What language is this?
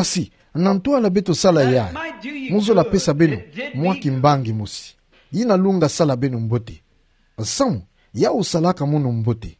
Kituba (Democratic Republic of Congo)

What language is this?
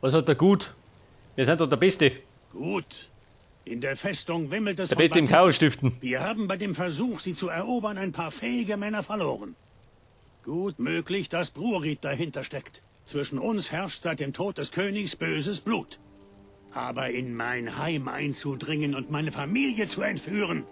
Bavarian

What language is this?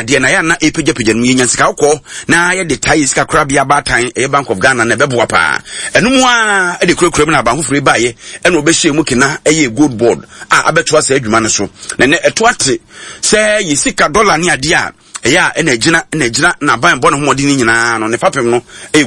Akan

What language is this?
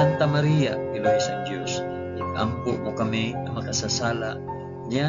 Hiligaynon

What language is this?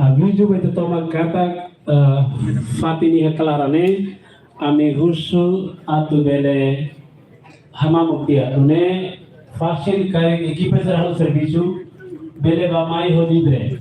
Tetum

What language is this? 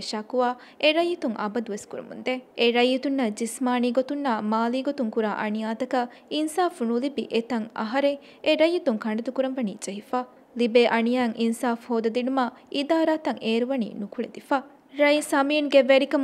Divehi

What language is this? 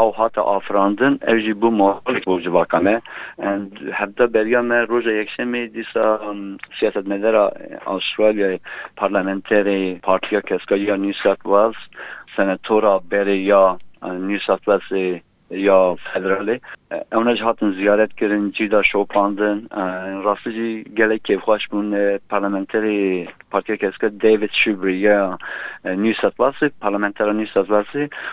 Kurdish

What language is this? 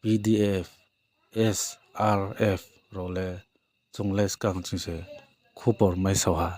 Riang (India)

